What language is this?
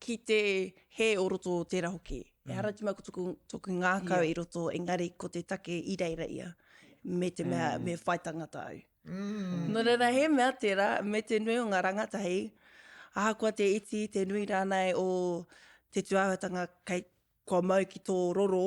Māori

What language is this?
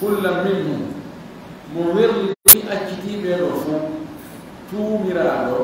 Fula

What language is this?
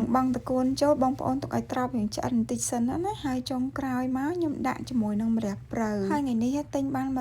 Khmer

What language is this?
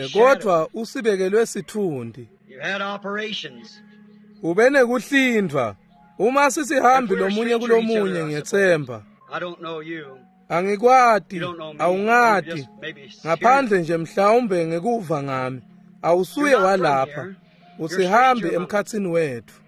Swati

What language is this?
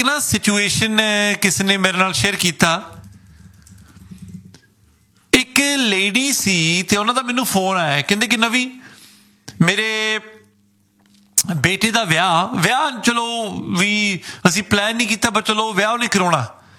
Punjabi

